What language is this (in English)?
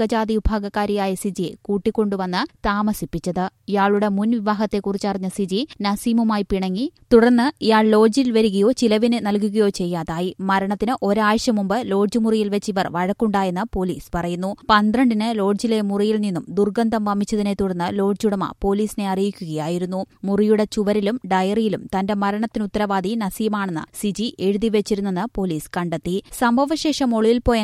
Malayalam